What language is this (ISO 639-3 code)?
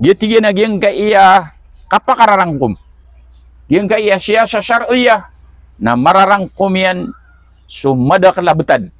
mrw